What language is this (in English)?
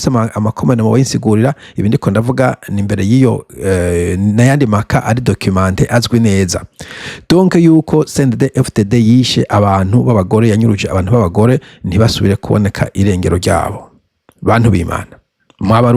Rundi